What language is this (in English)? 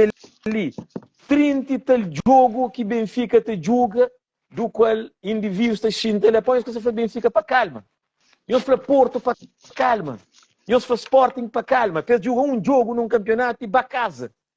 Kabuverdianu